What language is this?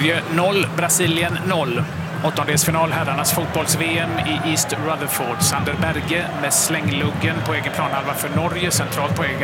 Swedish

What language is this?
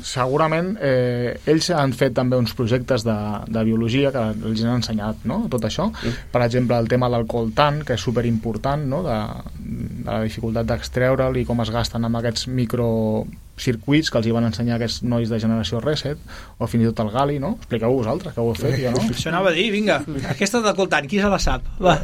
Catalan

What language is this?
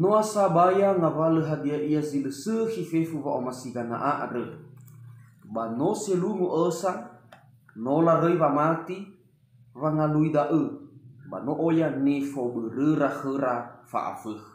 Nias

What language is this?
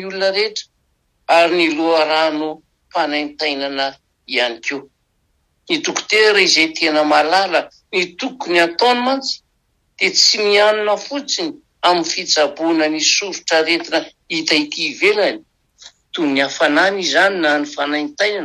Malagasy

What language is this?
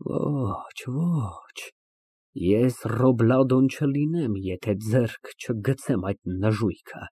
Armenian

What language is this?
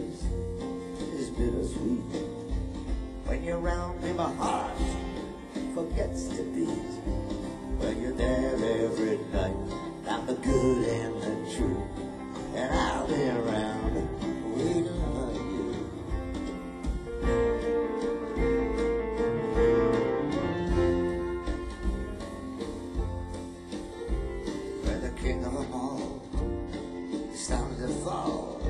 English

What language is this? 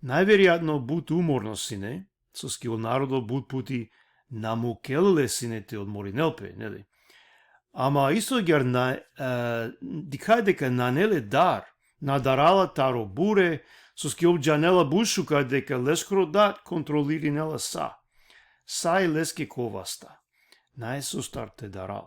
Balkan Romani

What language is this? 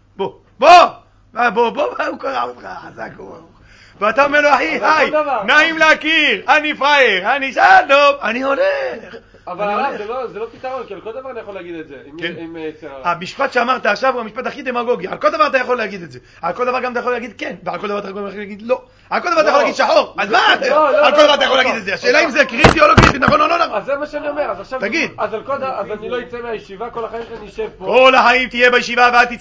Hebrew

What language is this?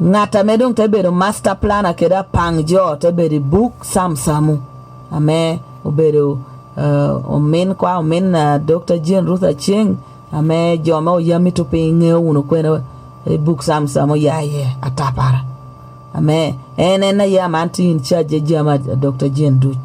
Lango (Uganda)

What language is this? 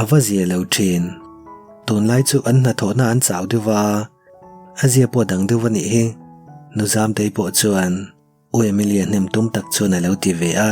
Mizo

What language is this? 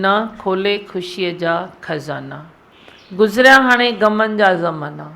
Sindhi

